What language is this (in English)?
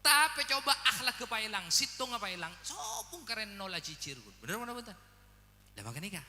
Madurese